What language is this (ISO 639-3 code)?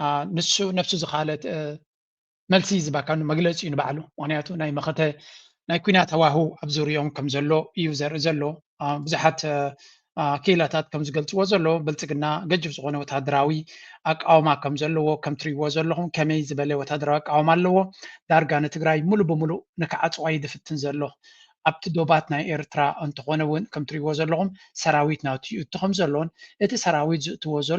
tir